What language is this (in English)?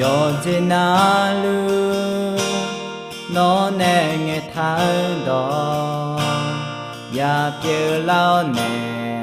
Akha